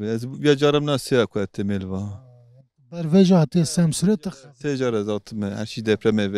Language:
Kurdish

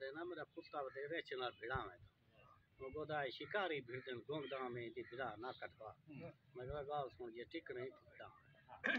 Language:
Saraiki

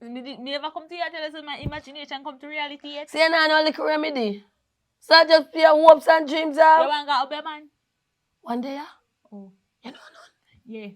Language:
Jamaican Creole English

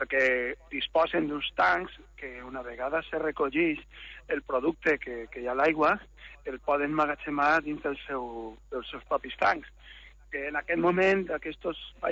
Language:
Catalan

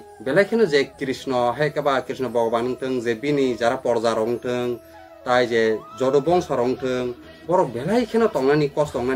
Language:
Kok Borok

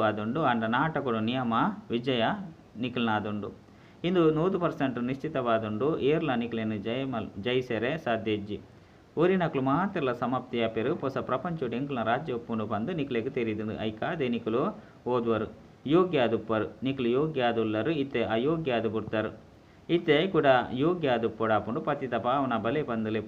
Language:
Tulu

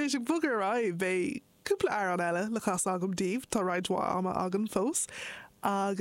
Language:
Irish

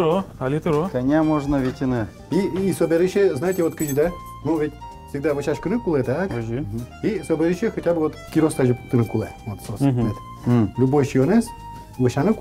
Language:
Udmurt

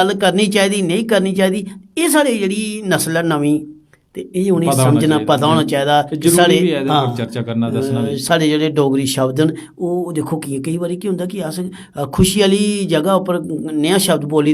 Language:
Dogri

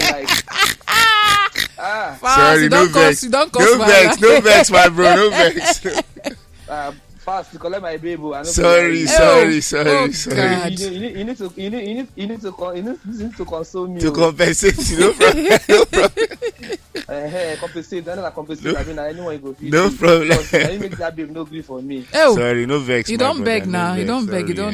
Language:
Nigerian Pidgin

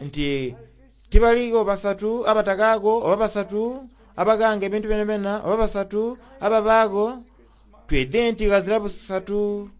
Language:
Soga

